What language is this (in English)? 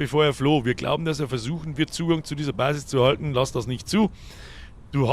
Bavarian